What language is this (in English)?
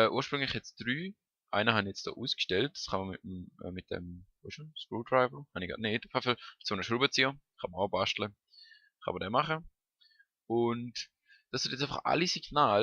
Swiss German